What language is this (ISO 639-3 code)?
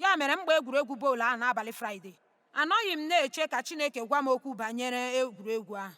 ibo